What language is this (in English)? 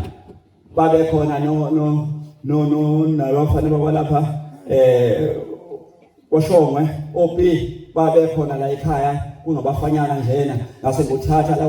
Zulu